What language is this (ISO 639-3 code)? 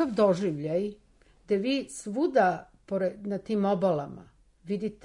srp